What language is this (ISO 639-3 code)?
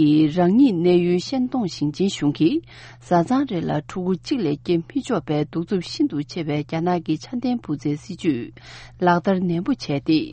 bod